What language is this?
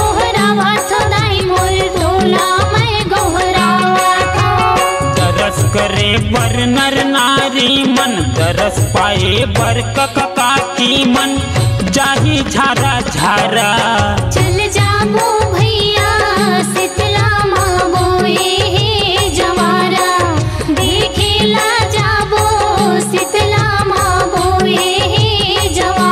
Chhattisgarhi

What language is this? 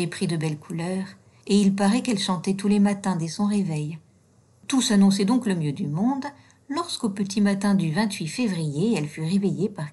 French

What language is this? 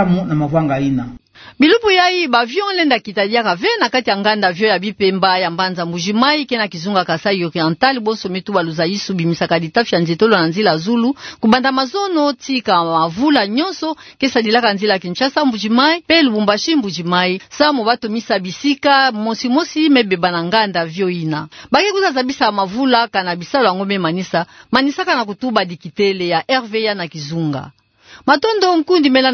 Kituba (Democratic Republic of Congo)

